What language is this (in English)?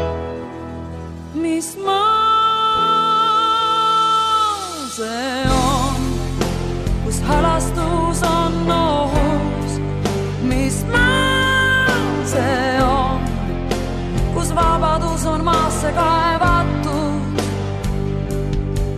Estonian